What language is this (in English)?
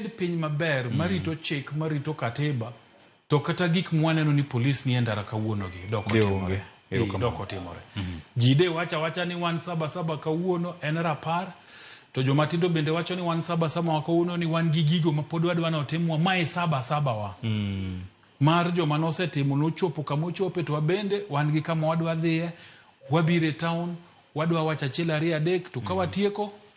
Luo (Kenya and Tanzania)